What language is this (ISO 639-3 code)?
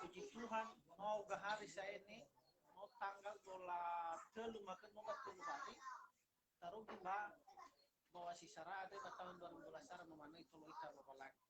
nia